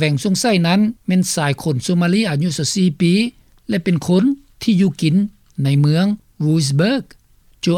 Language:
Lao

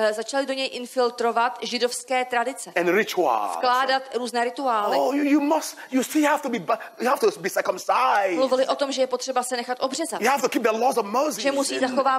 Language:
Czech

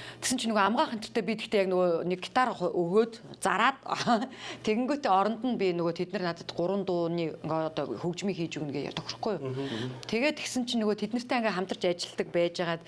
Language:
Mongolian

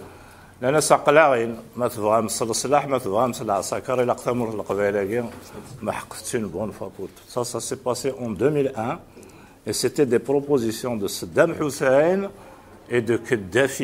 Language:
Kabyle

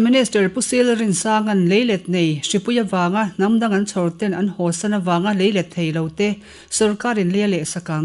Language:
Mizo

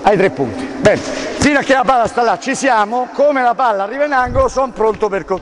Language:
Italian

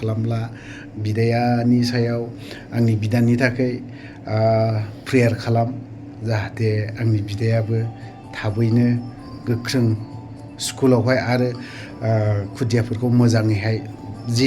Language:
Bodo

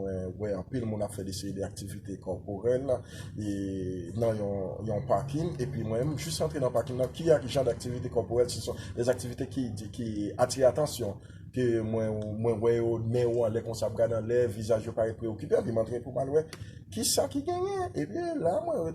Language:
Haitian Creole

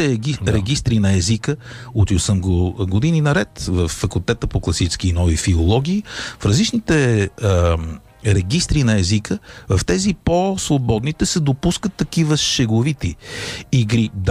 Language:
Bulgarian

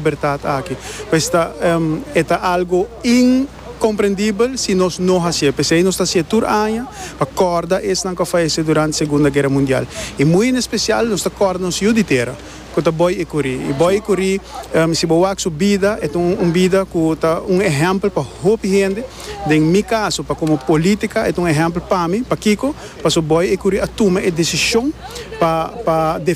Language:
Papiamento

